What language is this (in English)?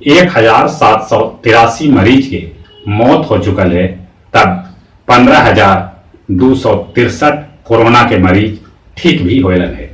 Magahi